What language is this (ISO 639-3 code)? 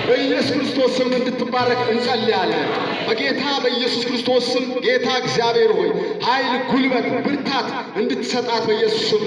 amh